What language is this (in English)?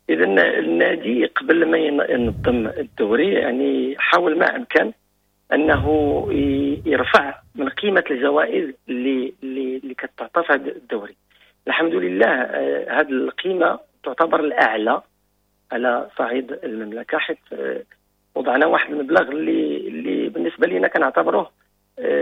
Moroccan Arabic